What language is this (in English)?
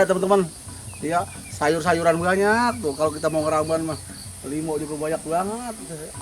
Betawi